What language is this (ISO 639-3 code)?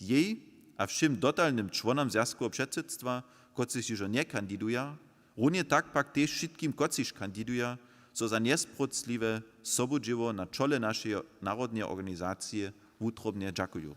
hsb